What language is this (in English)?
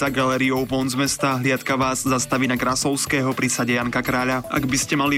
Slovak